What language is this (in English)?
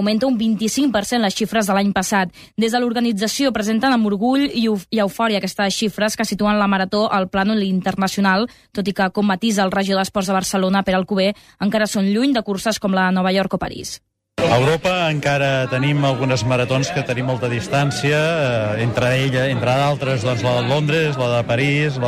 Catalan